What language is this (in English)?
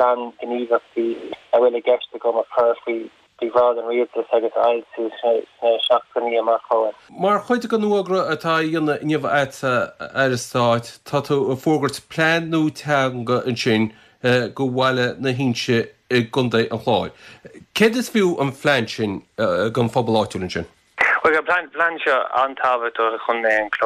Irish